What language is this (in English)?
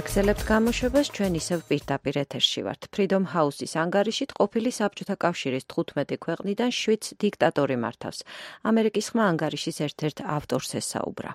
Georgian